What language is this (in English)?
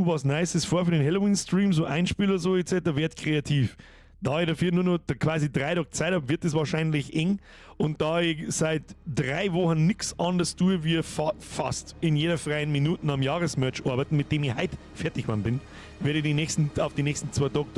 Bavarian